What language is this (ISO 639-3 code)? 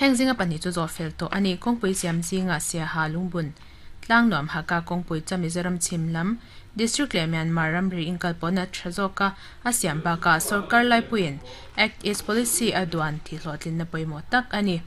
lus